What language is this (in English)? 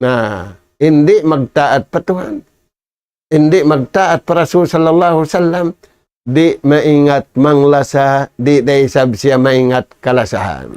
Tausug